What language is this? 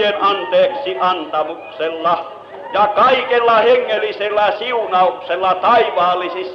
Finnish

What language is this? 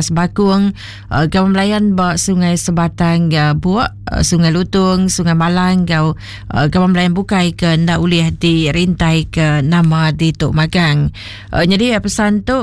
Iban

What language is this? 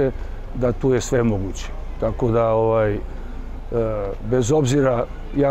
Serbian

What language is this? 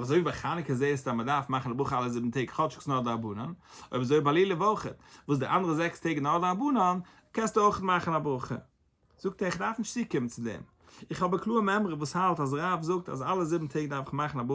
Yiddish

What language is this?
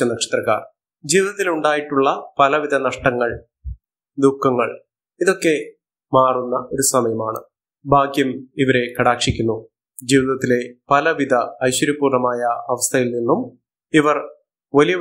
Malayalam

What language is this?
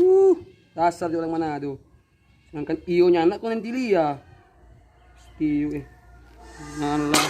Manado Malay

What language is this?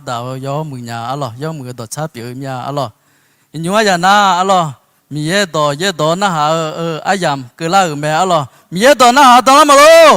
Akha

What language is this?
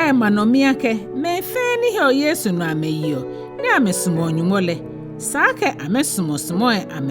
Ga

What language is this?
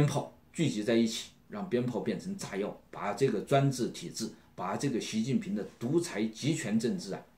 Chinese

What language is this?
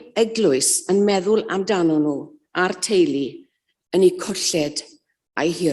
Welsh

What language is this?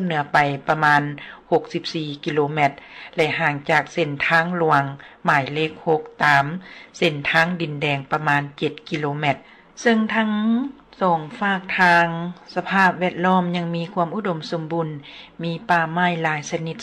Lao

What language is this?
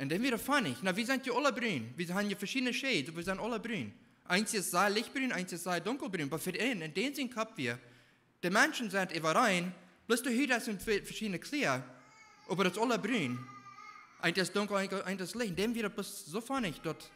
Plautdietsch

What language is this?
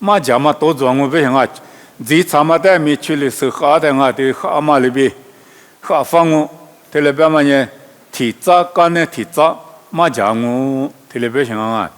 Lisu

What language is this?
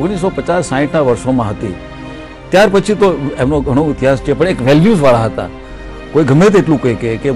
Gujarati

